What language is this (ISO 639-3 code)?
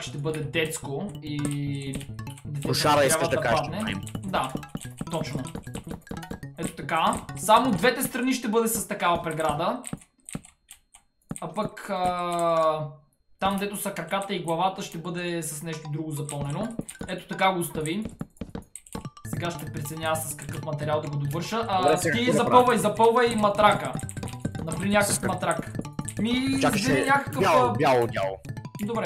bul